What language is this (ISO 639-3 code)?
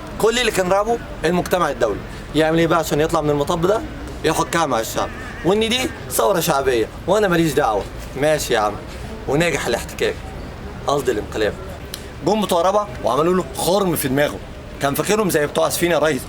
arz